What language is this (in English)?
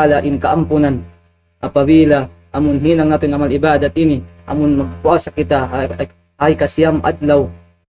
Tausug